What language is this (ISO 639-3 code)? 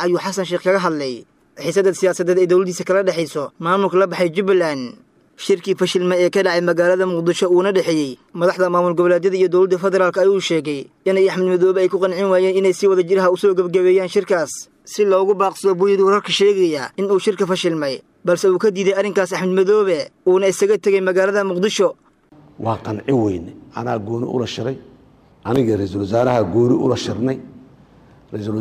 som